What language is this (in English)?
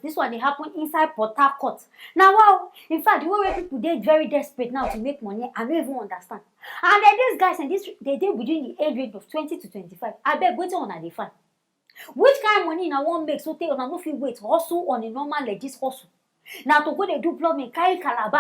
Nigerian Pidgin